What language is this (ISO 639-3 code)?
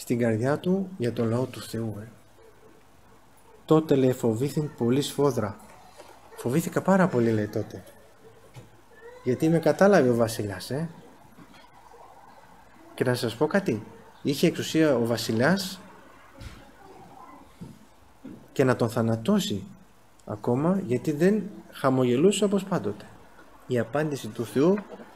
ell